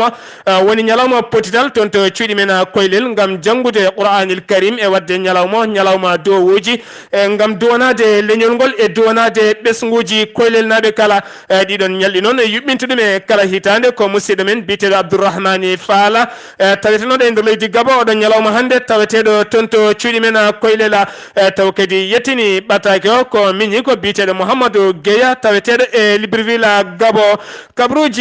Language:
Fula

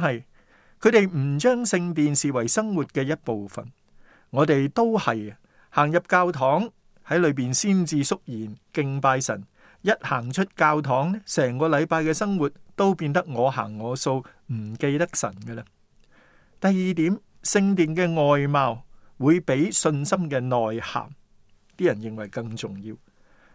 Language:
Cantonese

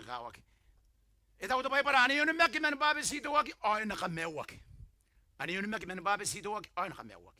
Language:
Gilbertese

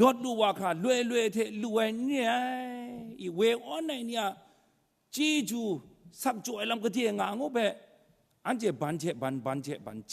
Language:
Kachin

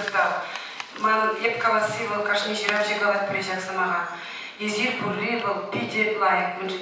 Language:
Chuvash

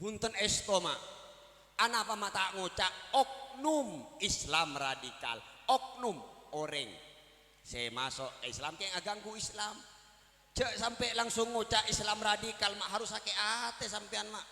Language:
Madurese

